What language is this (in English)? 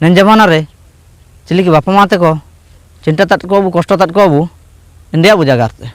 Ho